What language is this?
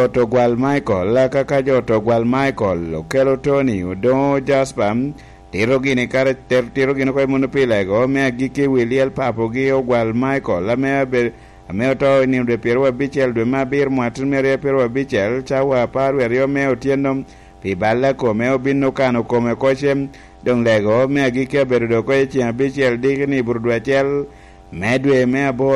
Lango (Uganda)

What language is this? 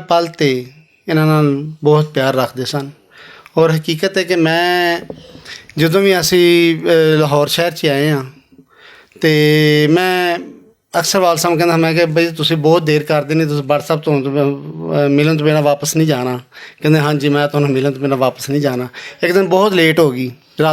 Western Panjabi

